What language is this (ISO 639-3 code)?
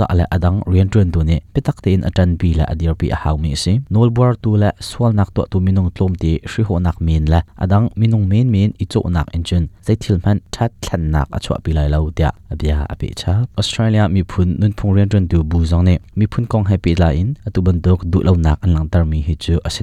cnh